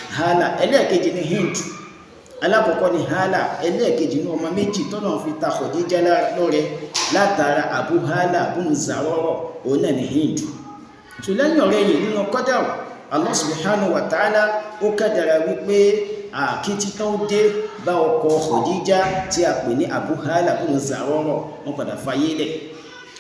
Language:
Yoruba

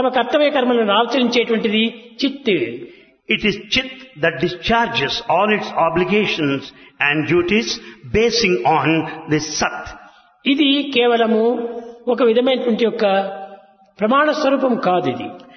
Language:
Telugu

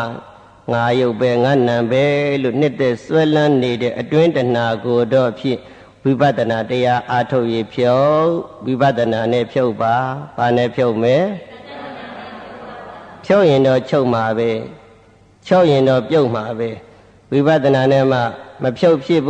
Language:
Burmese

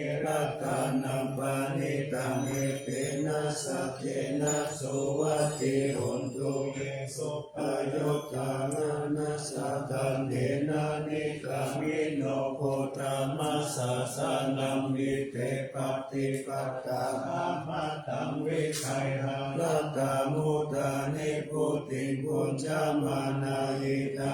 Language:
Pali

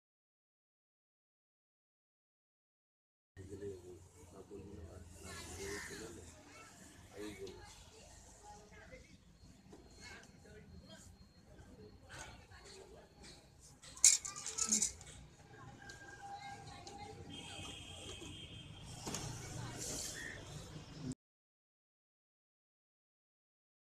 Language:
Bangla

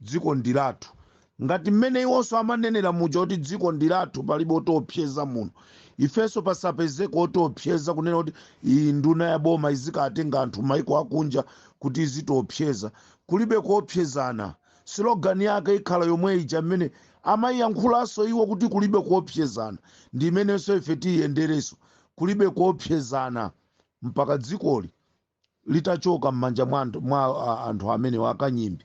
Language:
Nyanja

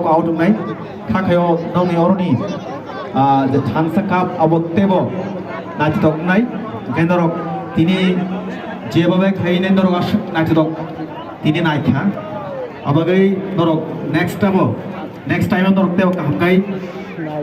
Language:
Kok Borok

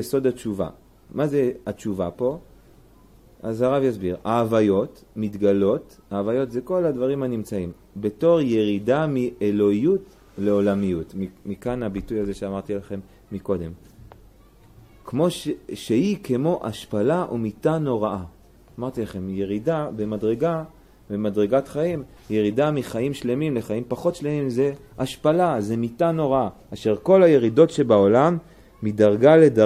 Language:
Hebrew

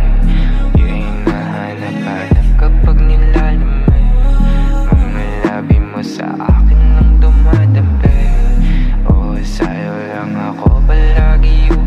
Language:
Filipino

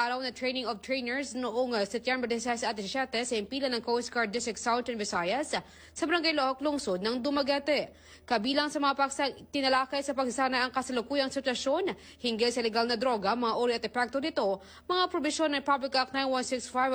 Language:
Filipino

